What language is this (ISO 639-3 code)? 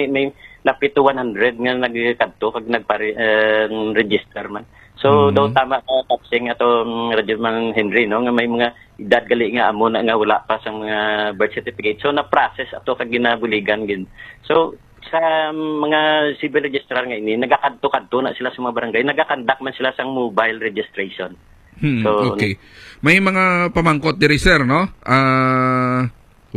hil